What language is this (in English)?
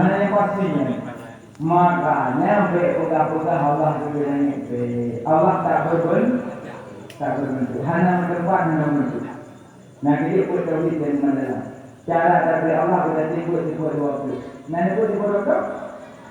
Achinese